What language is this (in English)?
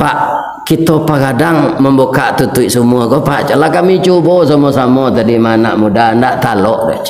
Minangkabau